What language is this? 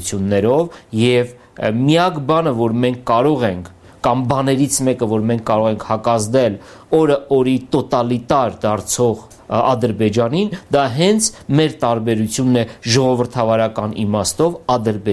Armenian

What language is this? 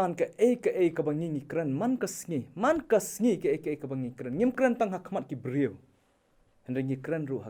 Khasi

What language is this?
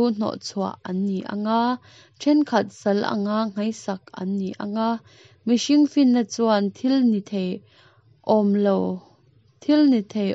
Mizo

